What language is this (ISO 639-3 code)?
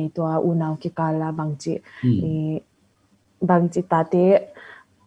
ctd